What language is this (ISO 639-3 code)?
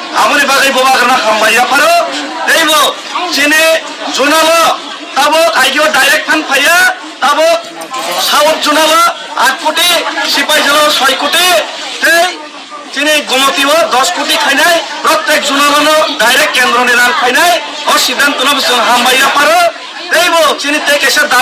trp